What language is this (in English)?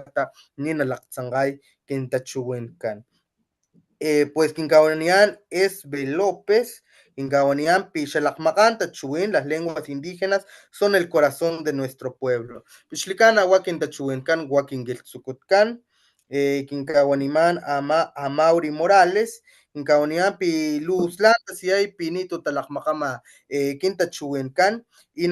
Papantla Totonac